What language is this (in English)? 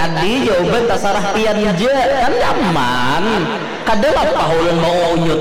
Banjar